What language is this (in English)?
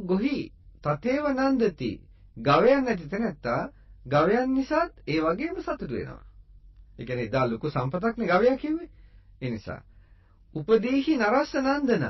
Sinhala